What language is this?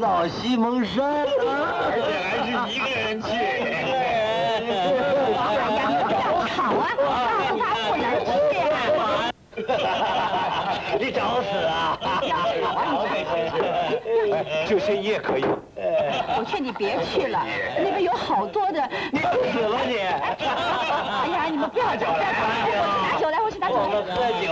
Chinese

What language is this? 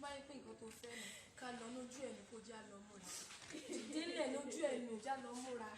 Yoruba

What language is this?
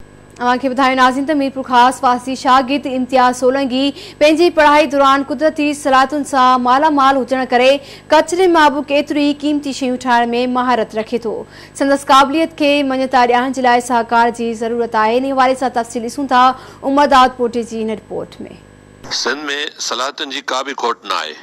Sindhi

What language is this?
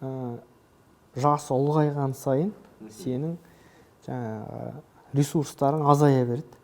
Kazakh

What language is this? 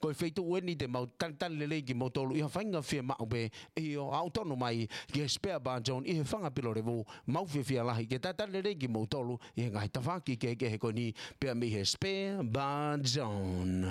Tongan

